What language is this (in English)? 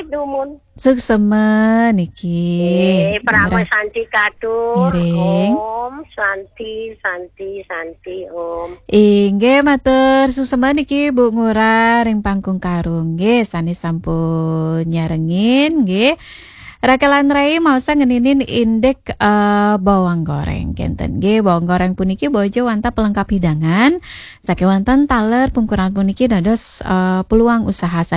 Balinese